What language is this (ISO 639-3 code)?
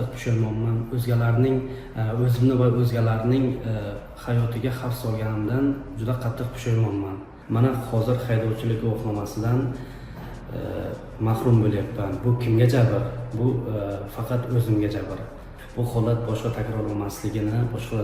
uzb